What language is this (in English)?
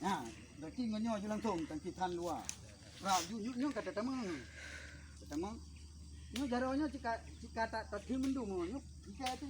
Achinese